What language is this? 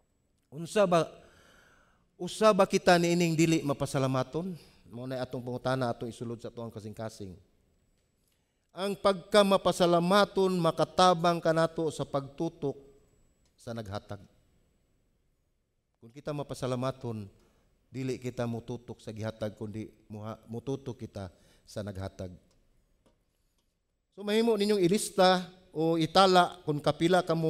Cebuano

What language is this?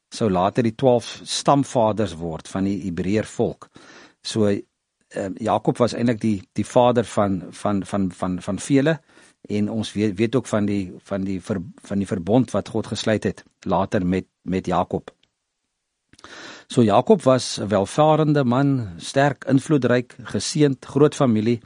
Afrikaans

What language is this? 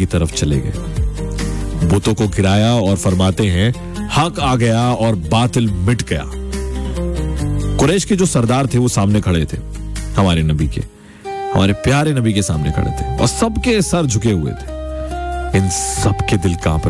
Hindi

